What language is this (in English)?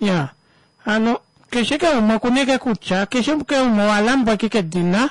Kuanyama